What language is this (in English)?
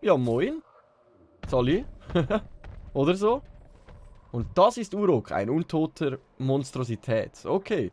Swiss German